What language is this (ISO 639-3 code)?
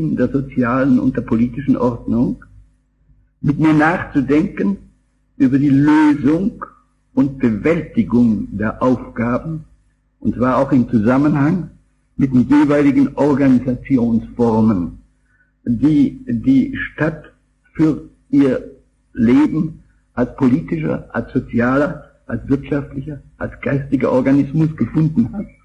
deu